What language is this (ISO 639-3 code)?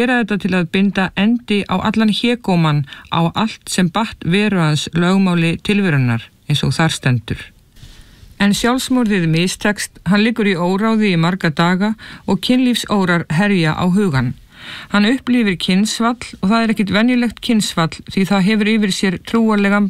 isl